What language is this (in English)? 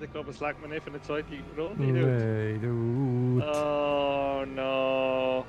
Swiss German